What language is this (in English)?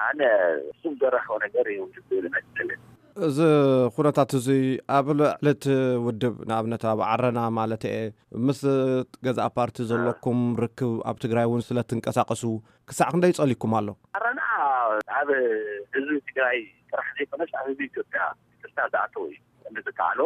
Tigrinya